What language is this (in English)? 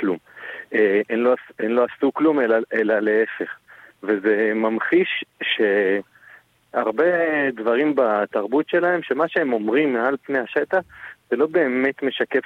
Hebrew